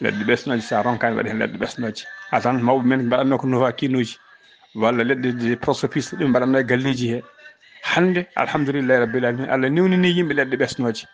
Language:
Fula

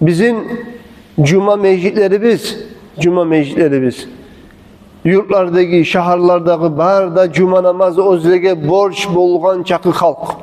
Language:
Kumyk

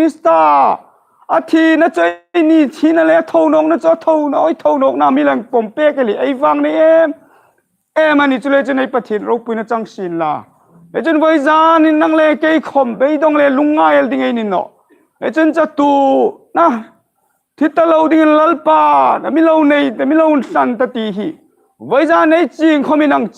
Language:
Hmar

